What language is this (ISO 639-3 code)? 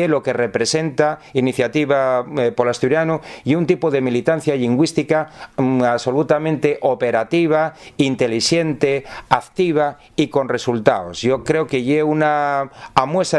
ast